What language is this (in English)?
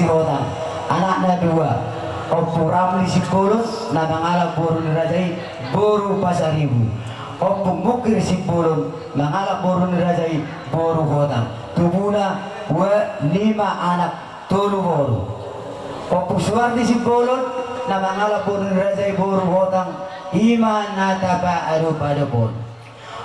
Batak Toba